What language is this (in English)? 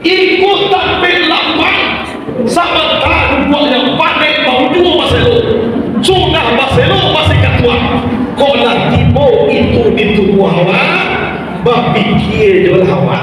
Minangkabau